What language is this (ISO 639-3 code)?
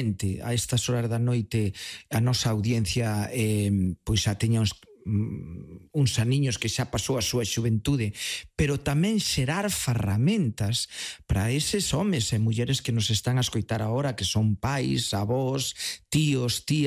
glg